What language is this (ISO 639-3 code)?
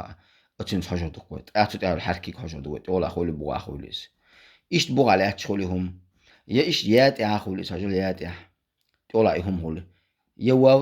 che